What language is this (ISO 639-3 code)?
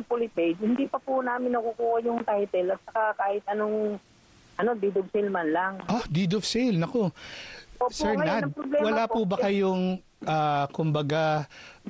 fil